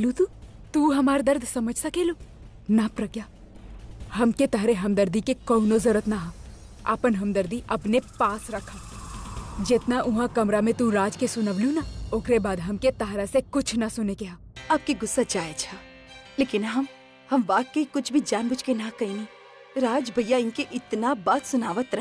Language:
Bhojpuri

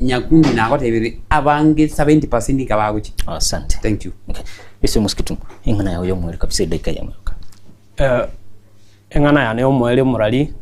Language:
Gusii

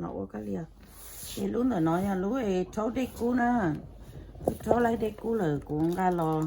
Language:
Hmong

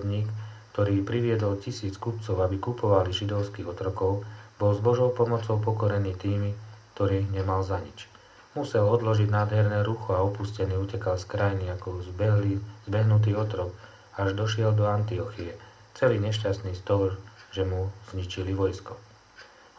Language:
Slovak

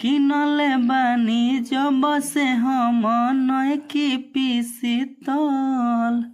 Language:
Bhojpuri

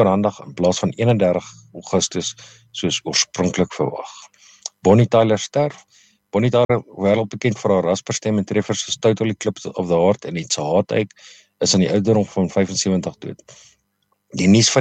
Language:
Afrikaans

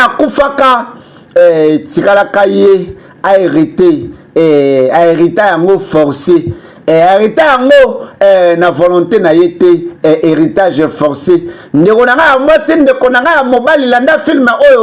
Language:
Lingala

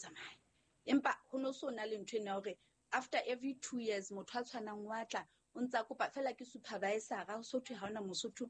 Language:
Southern Sotho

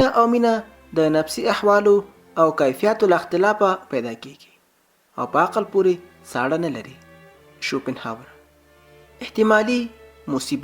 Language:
Pashto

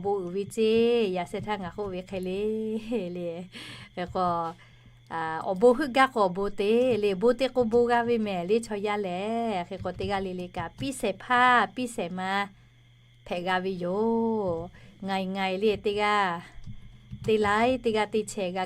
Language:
Lahu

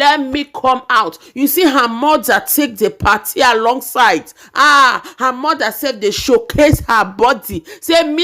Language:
Nigerian Pidgin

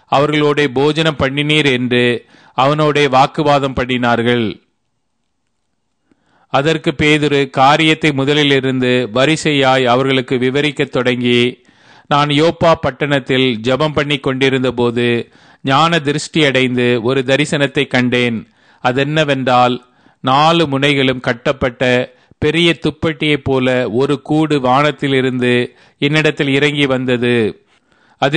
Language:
Tamil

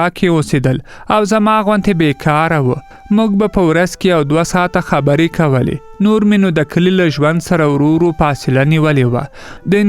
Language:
Pashto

